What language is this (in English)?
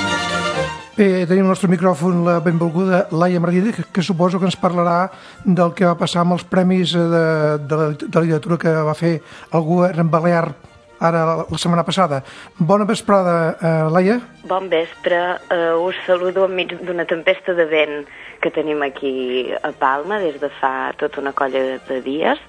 Catalan